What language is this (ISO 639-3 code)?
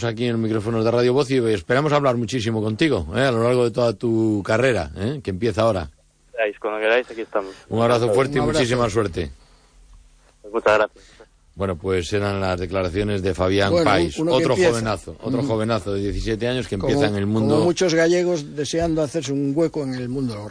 spa